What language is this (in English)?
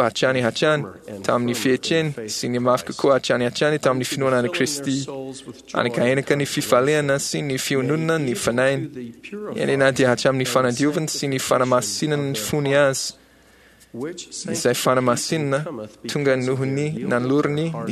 Malagasy